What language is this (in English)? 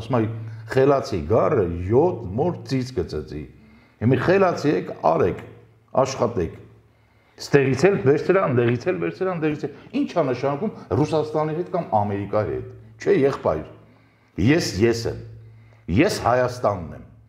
Armenian